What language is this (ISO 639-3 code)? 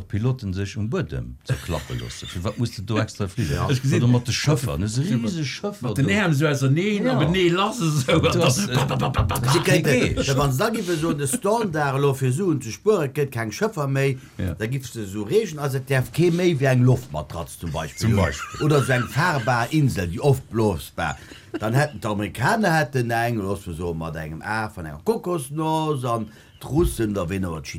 ltz